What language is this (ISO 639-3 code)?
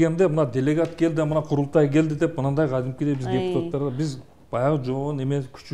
kir